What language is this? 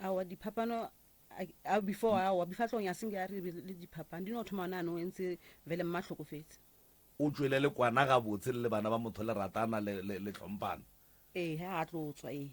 Northern Sotho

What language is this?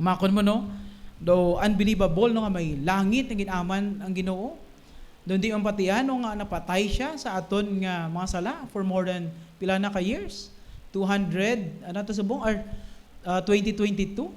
Hiligaynon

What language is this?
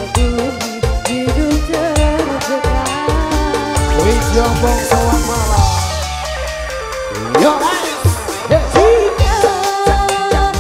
Indonesian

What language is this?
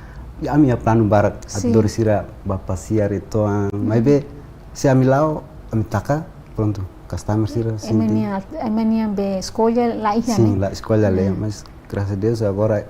Tetum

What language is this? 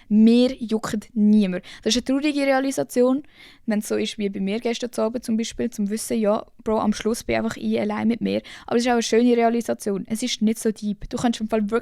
Swiss German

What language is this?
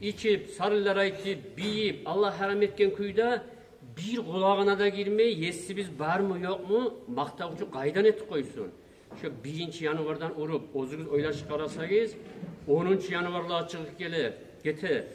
Kumyk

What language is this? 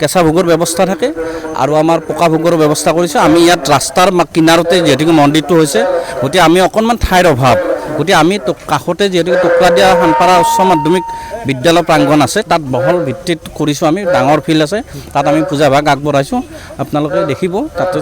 Assamese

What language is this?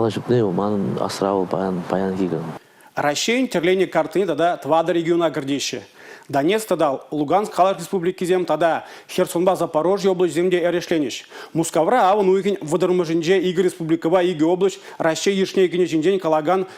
Chuvash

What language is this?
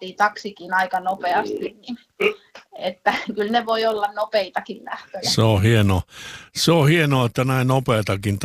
Finnish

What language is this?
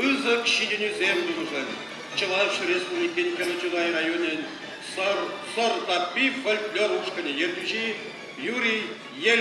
Chuvash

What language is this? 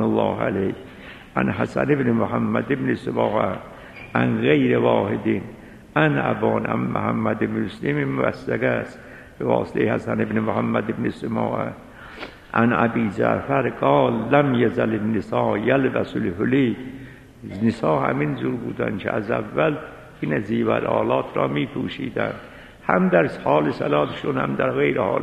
Persian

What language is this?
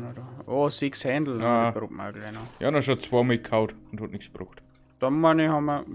Bavarian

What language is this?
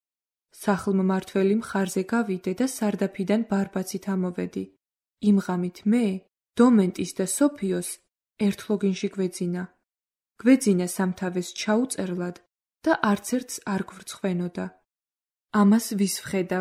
Georgian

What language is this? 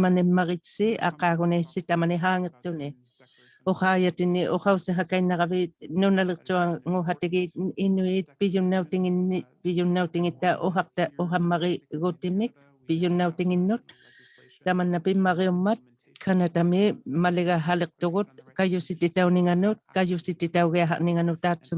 Inuktitut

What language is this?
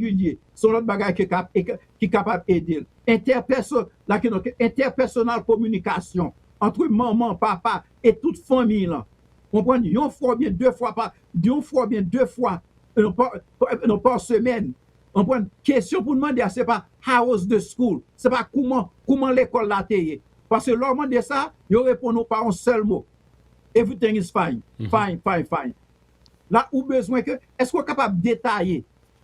Haitian Creole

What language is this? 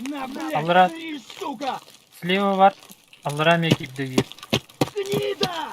Yakut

